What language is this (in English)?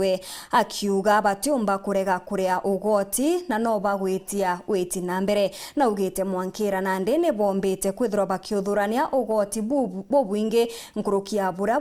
Meru